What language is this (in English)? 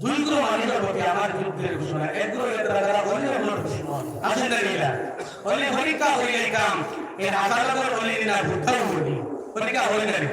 Sylheti